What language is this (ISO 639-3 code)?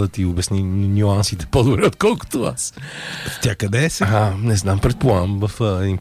bul